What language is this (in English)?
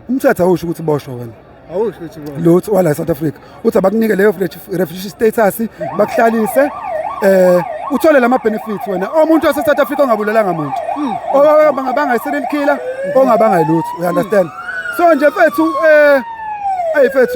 Zulu